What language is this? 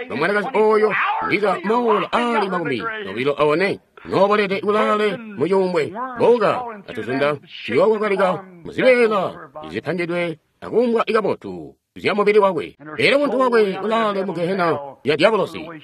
Tonga (Zambia)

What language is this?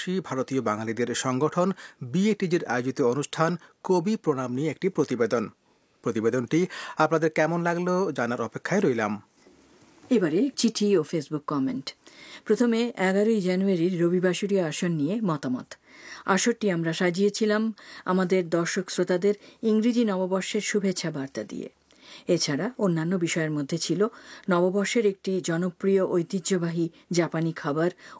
Bangla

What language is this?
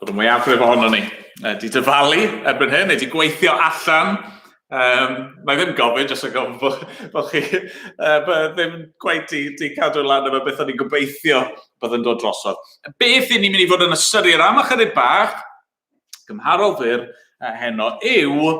Welsh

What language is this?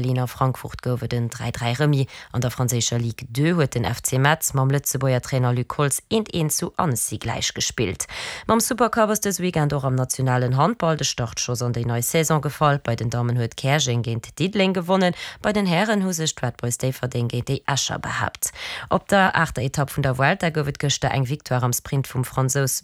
Luxembourgish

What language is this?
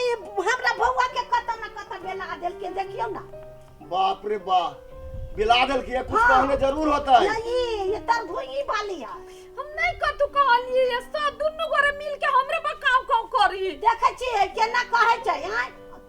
Maithili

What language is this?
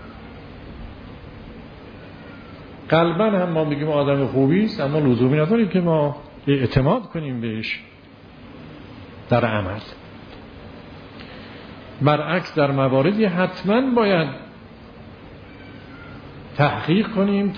Persian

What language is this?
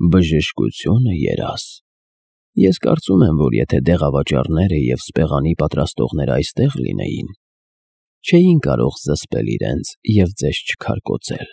Armenian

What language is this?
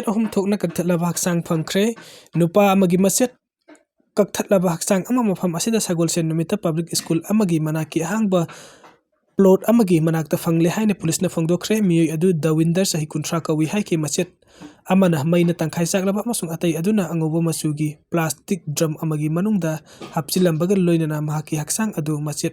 Manipuri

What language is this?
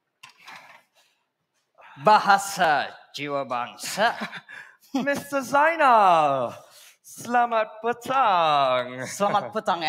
Malay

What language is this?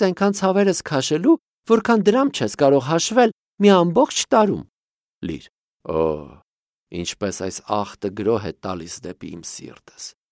Armenian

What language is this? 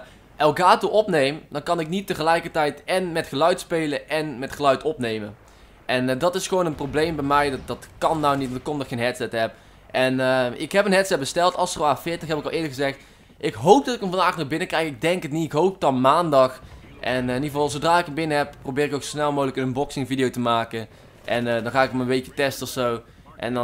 Dutch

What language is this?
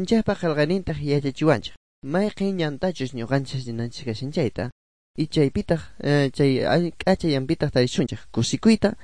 South Bolivian Quechua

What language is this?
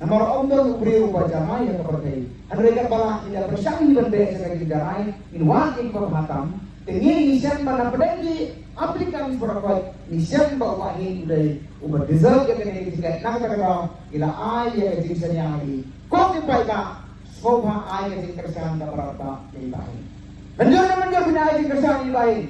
Khasi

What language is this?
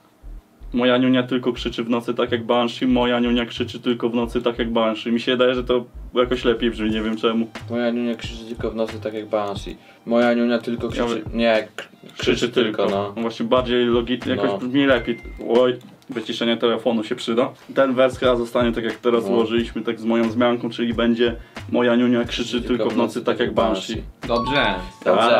Polish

